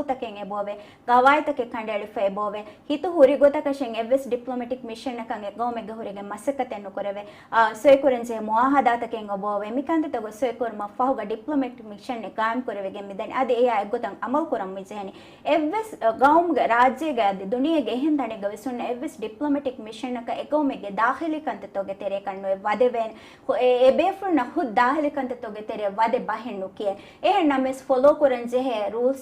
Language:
Divehi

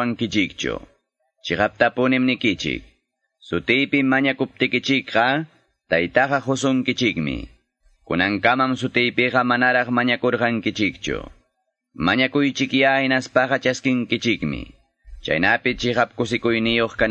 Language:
Quechua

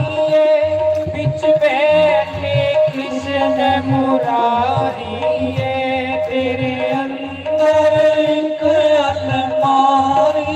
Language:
Dogri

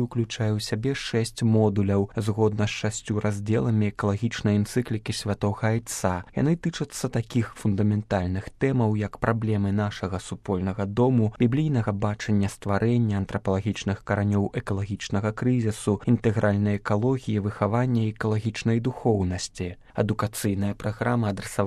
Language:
Belarusian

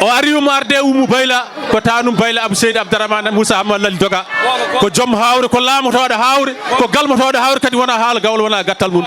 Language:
Fula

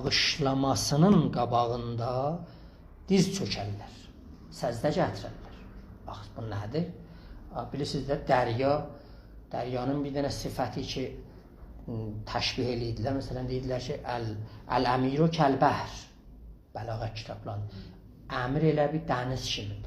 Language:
South Azerbaijani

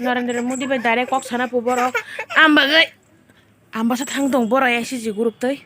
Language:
Kok Borok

